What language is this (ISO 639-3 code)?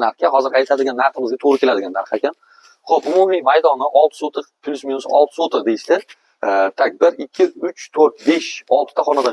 uzb